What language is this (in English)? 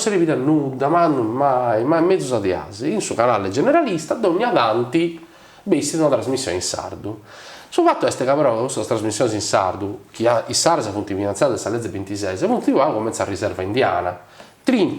Sardinian